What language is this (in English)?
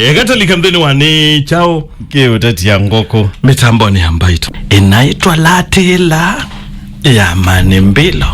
Kamba